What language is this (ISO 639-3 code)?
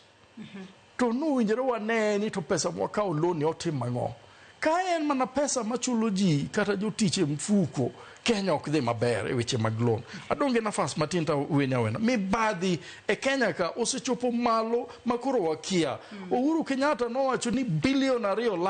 luo